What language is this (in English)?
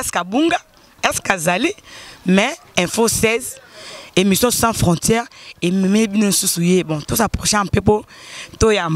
Lingala